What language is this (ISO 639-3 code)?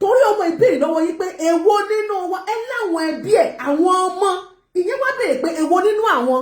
yor